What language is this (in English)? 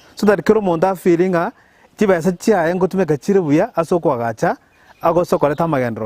Gusii